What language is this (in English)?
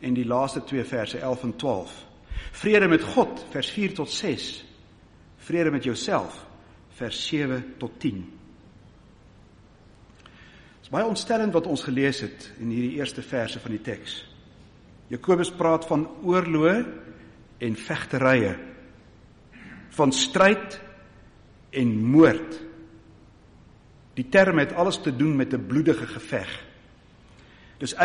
Afrikaans